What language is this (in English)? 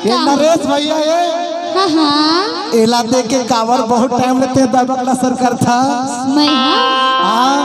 Chhattisgarhi